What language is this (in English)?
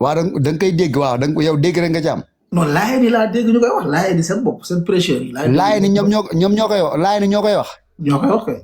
Wolof